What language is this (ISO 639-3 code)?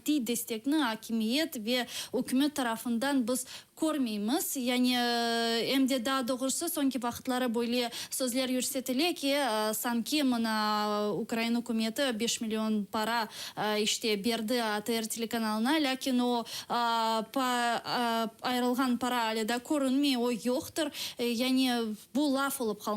crh